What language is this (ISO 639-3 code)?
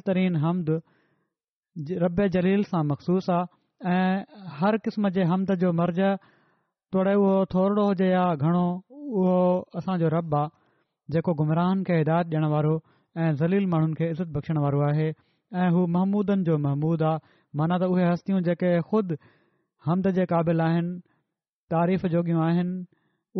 snd